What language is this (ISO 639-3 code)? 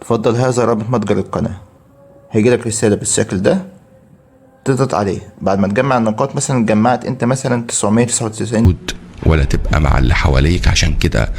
arz